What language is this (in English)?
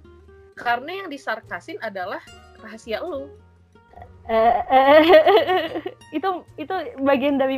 Indonesian